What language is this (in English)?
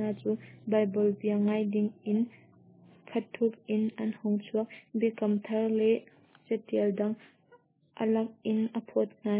Hakha Chin